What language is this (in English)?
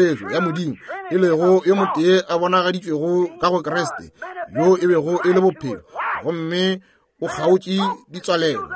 Northern Sotho